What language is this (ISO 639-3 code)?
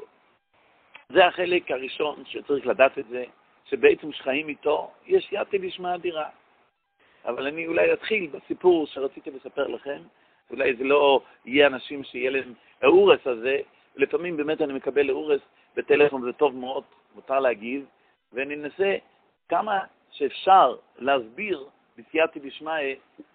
heb